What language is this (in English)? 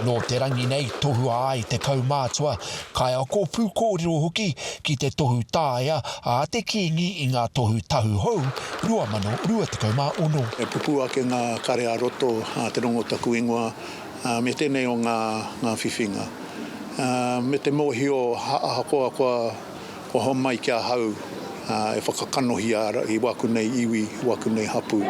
Māori